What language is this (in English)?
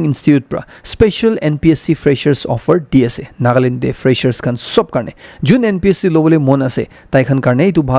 Naga Pidgin